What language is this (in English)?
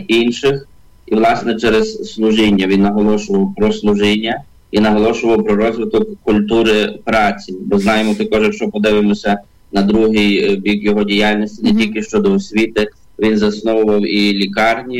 Ukrainian